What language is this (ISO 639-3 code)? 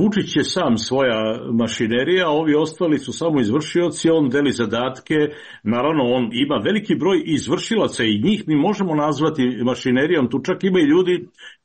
srp